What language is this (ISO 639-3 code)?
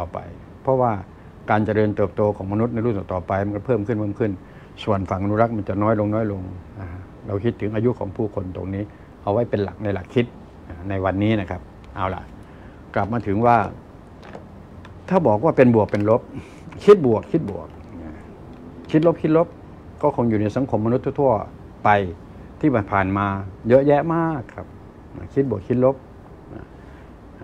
tha